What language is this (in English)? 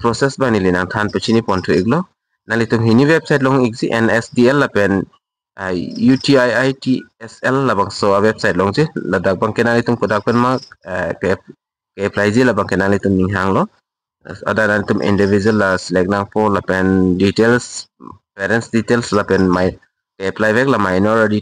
Karbi